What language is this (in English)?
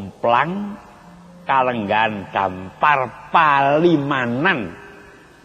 Javanese